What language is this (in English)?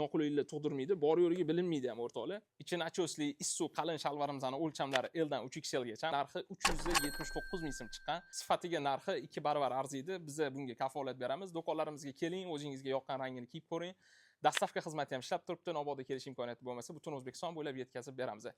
Uzbek